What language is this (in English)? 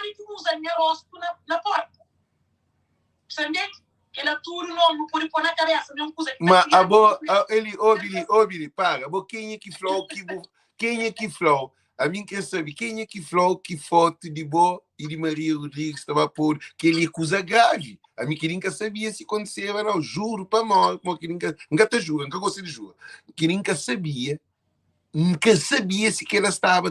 Kabuverdianu